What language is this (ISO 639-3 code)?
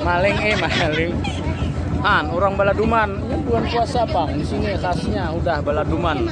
bjn